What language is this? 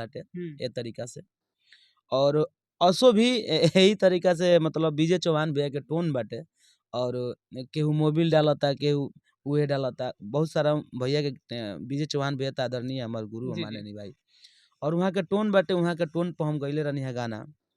Bhojpuri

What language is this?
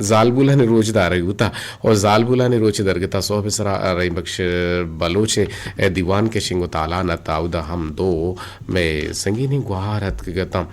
Eastern Balochi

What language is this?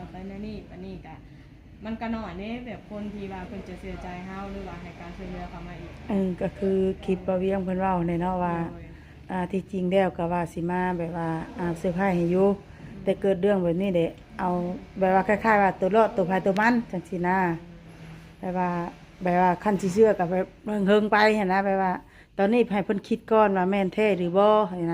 Lao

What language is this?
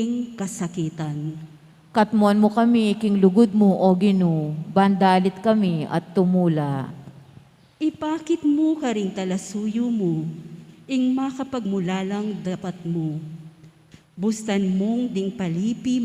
Pampanga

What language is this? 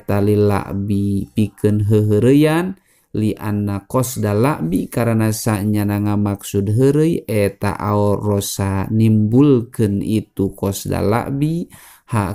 Sundanese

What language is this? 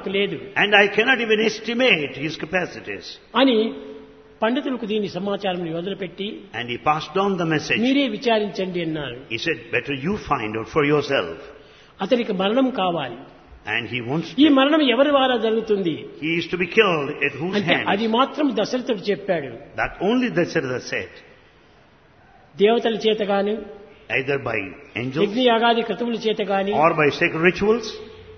Telugu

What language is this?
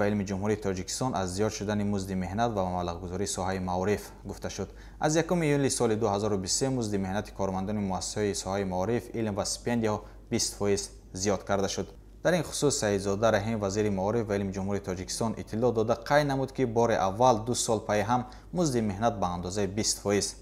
Tajik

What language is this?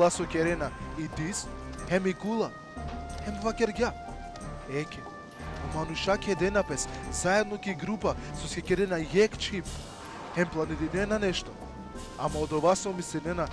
Balkan Romani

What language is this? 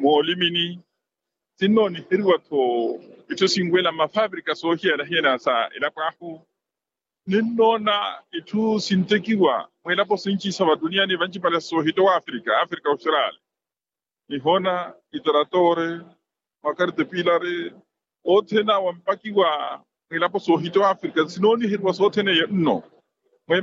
Makhuwa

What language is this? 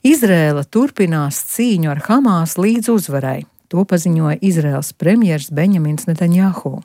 Latvian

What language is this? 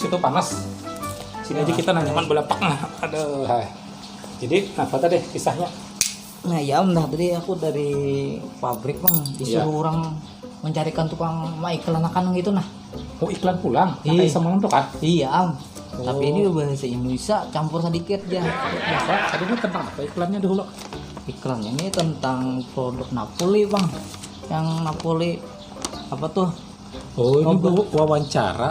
Banjar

